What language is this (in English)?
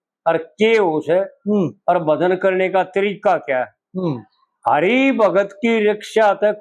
Haryanvi